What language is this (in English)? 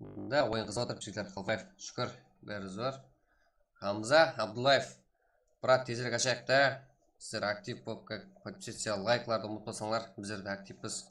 Kara-Kalpak